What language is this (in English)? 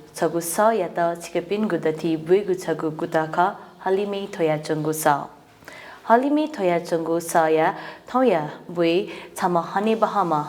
Newari